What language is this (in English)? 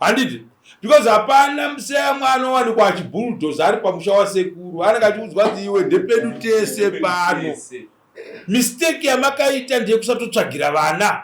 Shona